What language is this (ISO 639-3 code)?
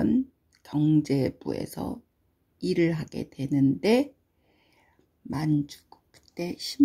kor